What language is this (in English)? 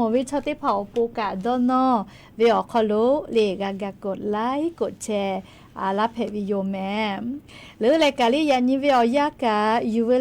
Lahu